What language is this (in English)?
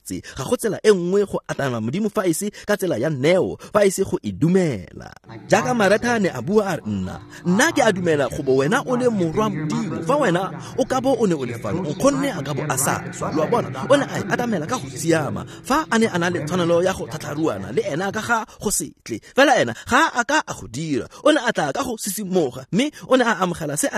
Tswana